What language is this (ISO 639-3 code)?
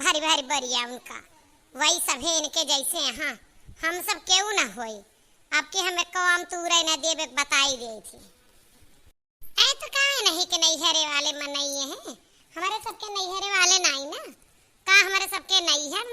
awa